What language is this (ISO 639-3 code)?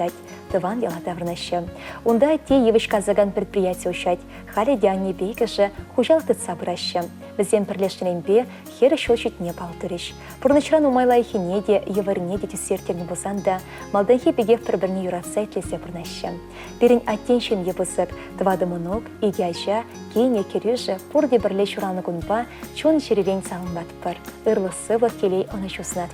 chv